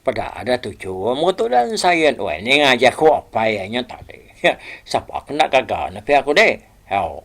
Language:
Iban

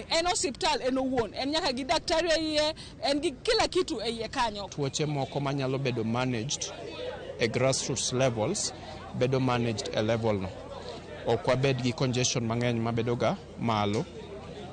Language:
Luo (Kenya and Tanzania)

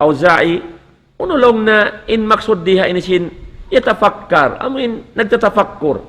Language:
Tausug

